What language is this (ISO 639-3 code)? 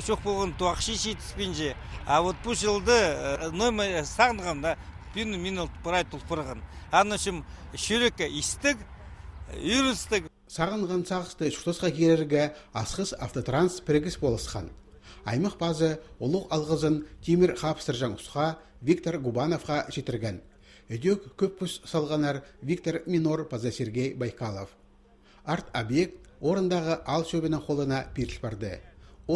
kjh